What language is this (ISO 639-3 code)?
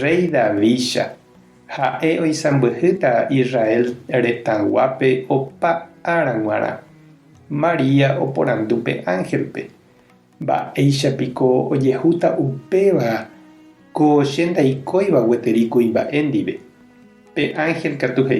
grn